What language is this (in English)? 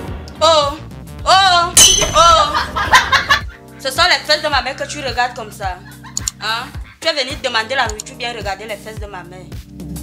French